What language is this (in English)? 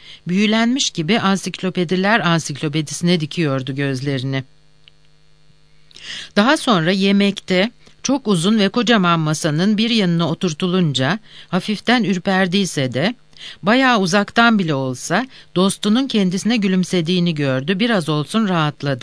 Turkish